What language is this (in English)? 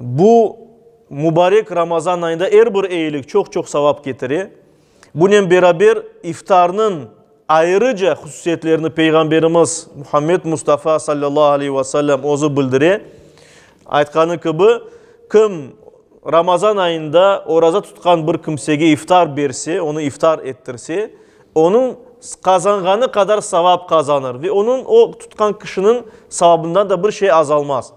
Crimean Tatar